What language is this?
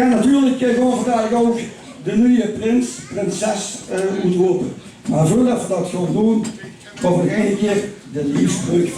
Limburgish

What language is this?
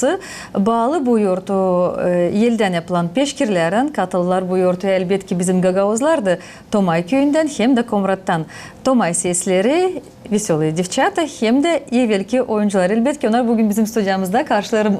Gagauz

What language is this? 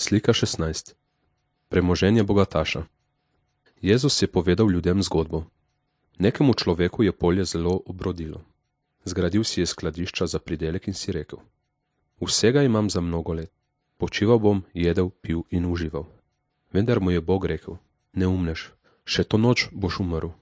Slovenian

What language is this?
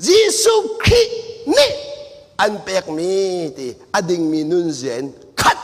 Hakha Chin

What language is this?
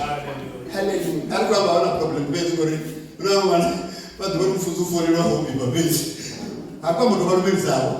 Venda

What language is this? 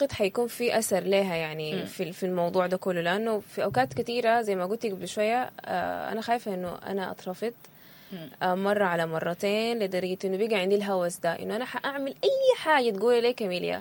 Sudanese Arabic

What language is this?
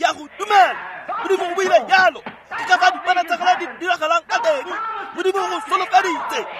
Tswana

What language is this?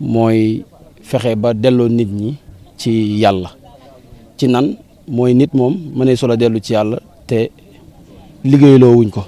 Wolof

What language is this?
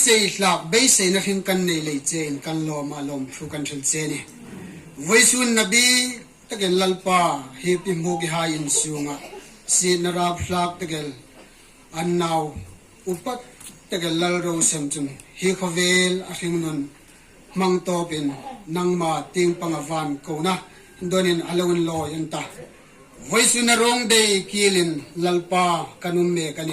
Hmar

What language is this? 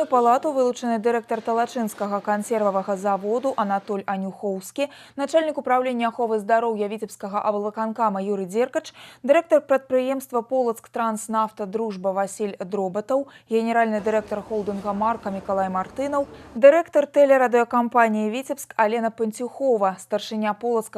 Belarusian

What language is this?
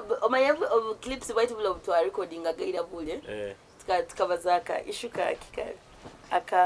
Nyoro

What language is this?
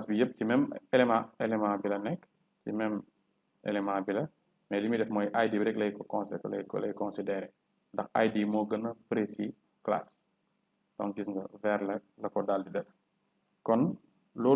Wolof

